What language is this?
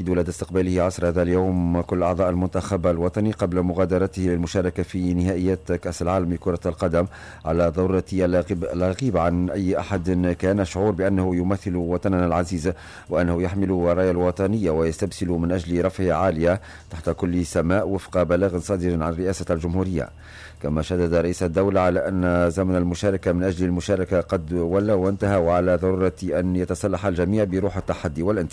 Tunisian Arabic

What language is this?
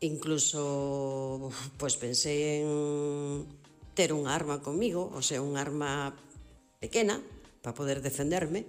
Galician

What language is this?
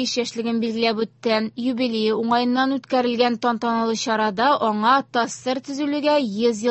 Tatar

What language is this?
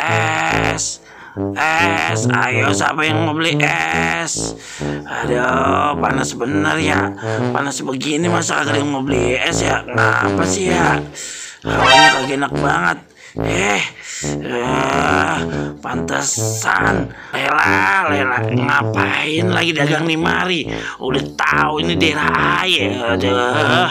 Betawi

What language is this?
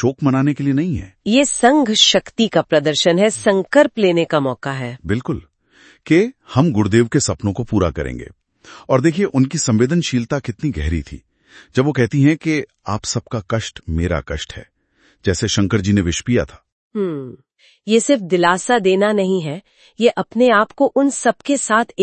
Hindi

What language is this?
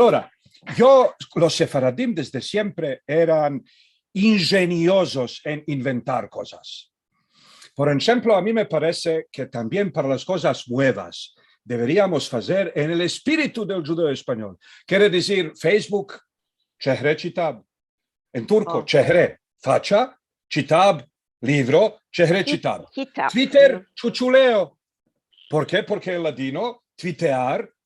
Ladino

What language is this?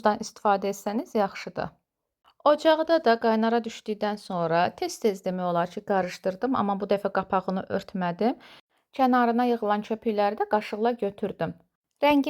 Azerbaijani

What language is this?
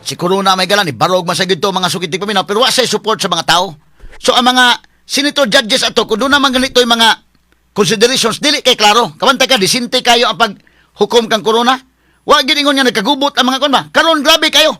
Cebuano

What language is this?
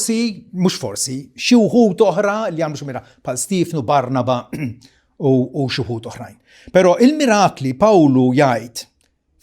Maltese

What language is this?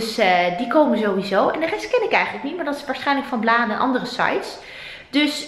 Dutch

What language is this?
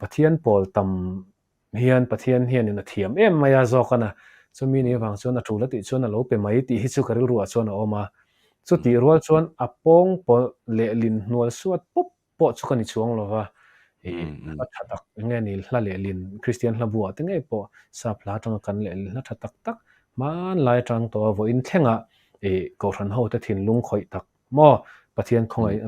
Mizo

